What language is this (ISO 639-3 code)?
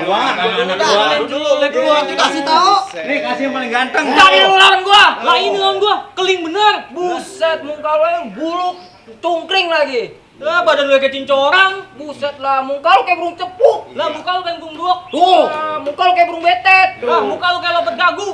bew